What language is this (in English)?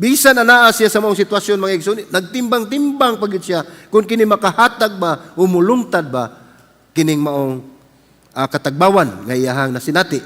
Cebuano